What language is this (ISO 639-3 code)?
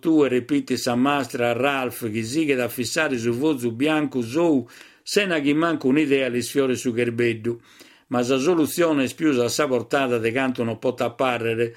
srd